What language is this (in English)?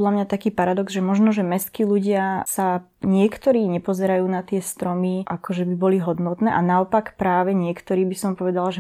Slovak